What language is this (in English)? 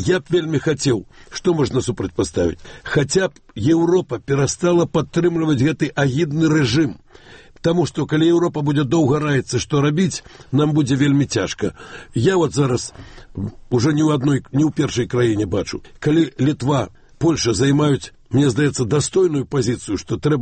Belarusian